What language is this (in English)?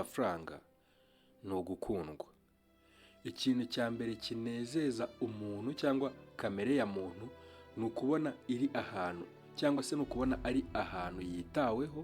Kinyarwanda